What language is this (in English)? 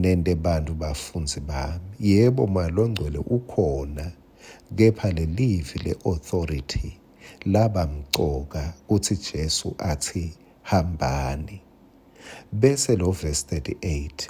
Swati